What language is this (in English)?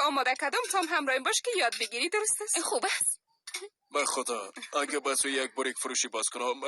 Persian